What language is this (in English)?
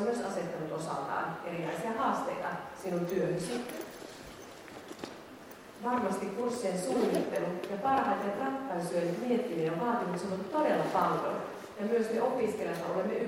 Finnish